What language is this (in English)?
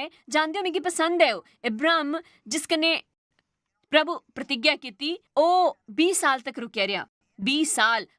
Dogri